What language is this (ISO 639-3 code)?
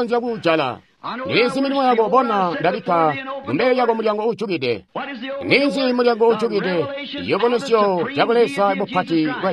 toi